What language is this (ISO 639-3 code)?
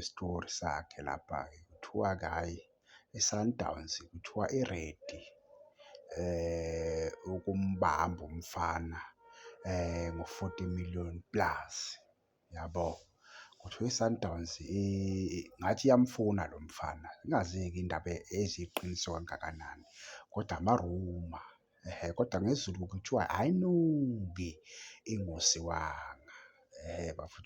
zul